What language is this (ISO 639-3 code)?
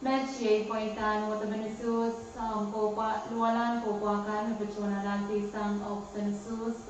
pon